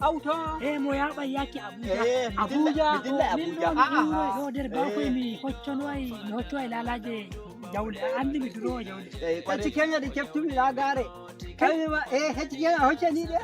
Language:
Nigerian Fulfulde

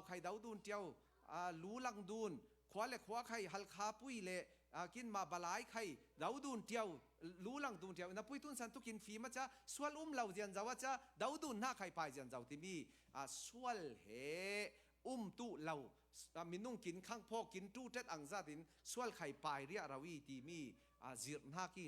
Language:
Falam Chin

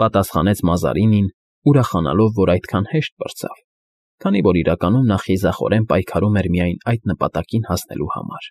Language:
Armenian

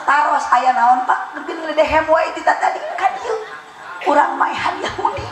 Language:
Sundanese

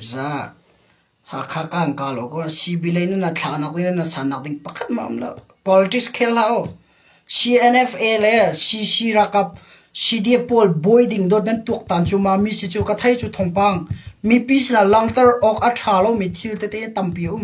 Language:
Hakha Chin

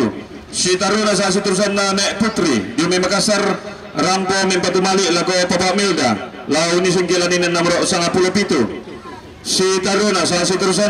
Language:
Toraja-Sa'dan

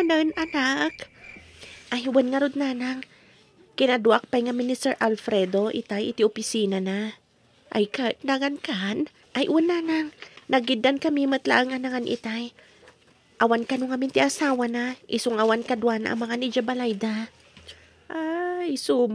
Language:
Iloko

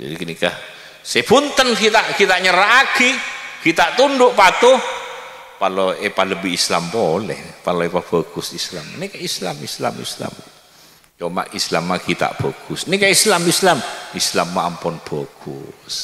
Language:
Madurese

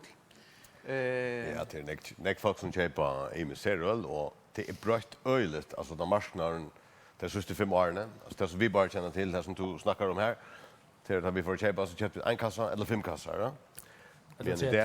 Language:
Faroese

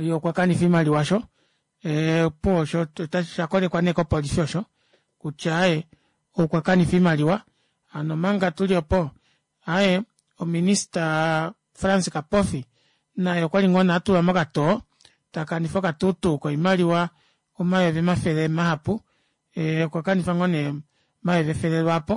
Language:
Kuanyama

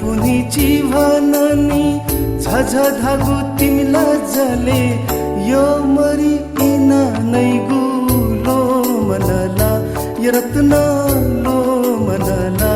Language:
Newari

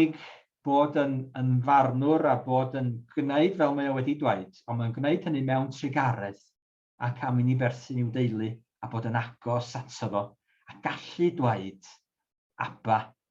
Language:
Welsh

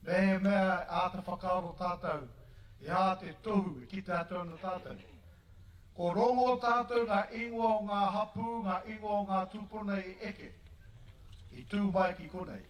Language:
Māori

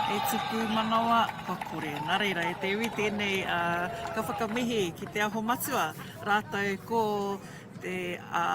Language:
Māori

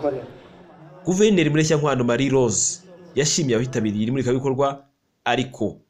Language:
Kinyarwanda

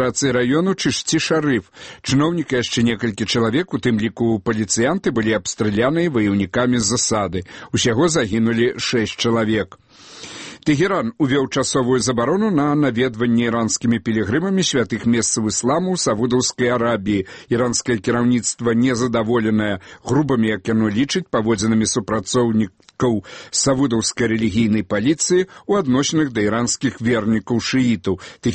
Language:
Belarusian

